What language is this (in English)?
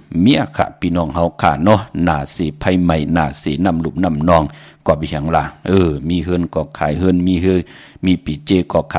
Shan